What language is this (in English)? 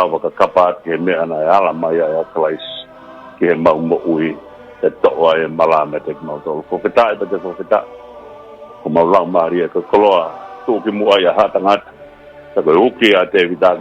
Tongan